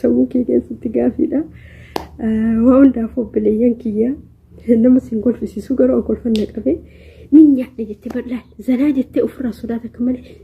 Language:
Oromo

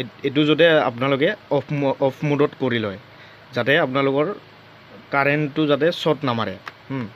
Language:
Assamese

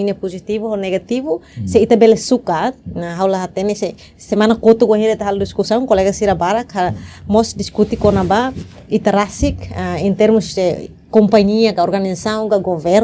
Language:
Tetum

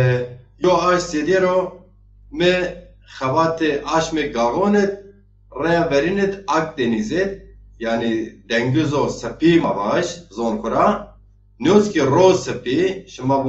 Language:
Zaza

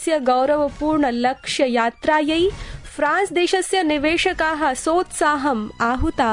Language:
Sanskrit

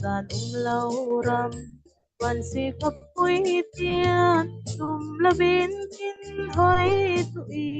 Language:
Falam Chin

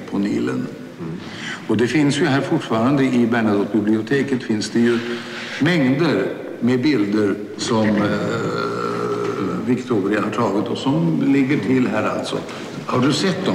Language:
Swedish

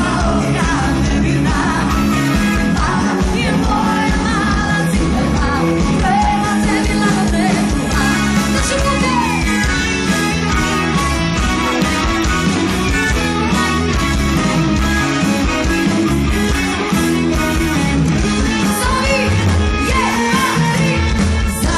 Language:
Croatian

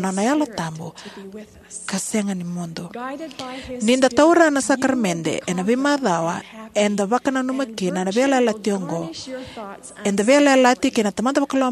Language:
Fijian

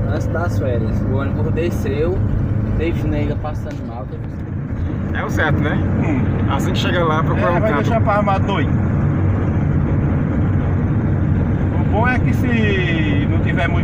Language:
Portuguese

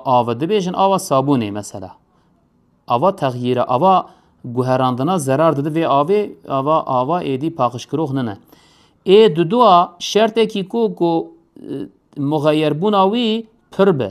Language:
Kurdish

